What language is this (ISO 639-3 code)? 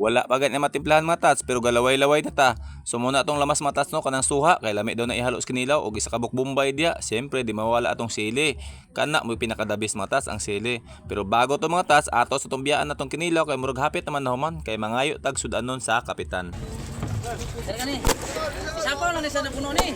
ceb